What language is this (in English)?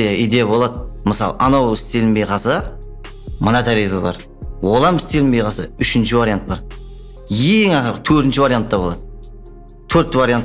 Kara-Kalpak